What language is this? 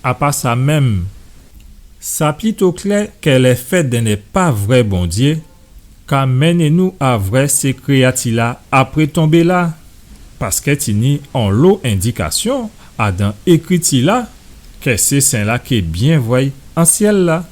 Guadeloupean Creole French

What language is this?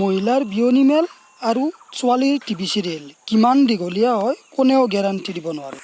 Assamese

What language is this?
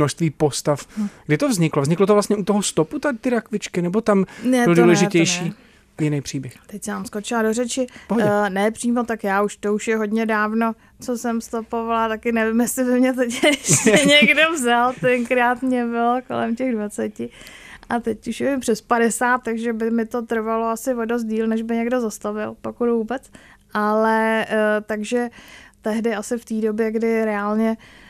Czech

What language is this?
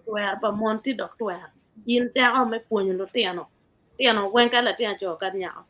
Acoli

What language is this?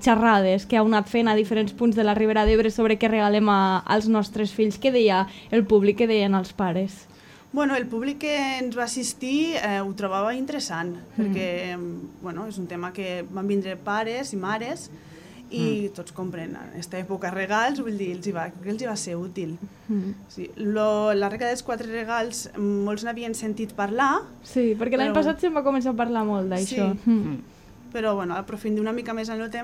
Catalan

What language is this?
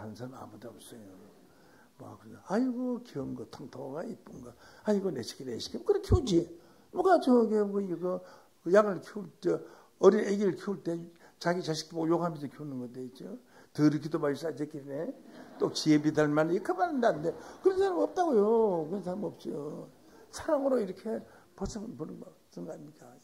Korean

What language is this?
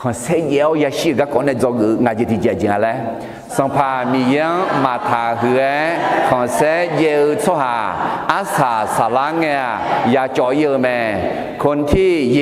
Akha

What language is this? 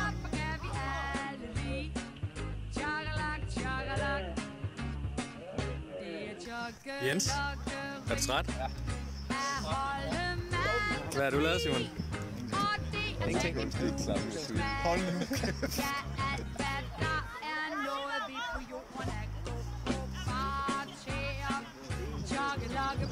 Danish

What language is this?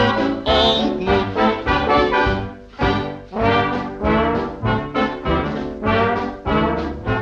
Dutch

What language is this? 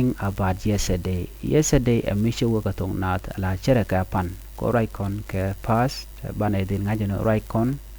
Nuer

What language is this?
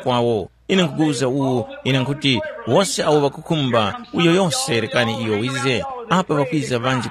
Tumbuka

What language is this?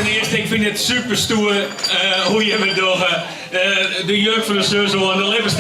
Western Frisian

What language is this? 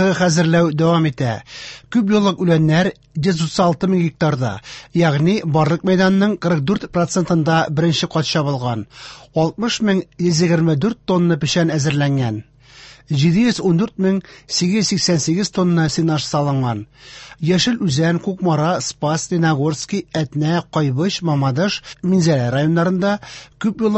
Tatar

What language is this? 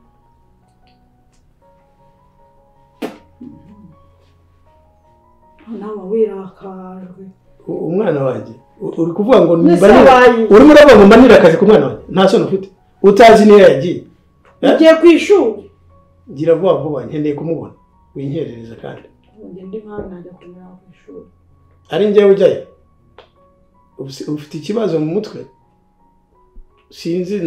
Kinyarwanda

